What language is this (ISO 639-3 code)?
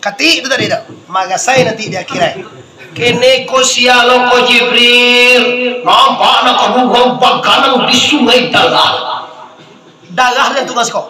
min